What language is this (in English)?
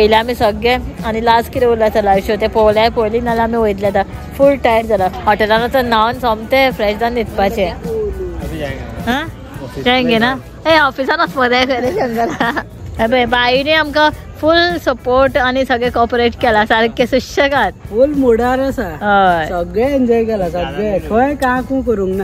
Konkani